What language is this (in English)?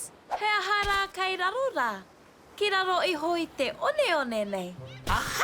Māori